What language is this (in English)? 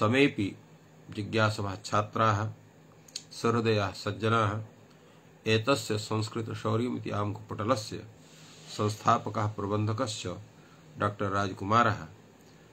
Sanskrit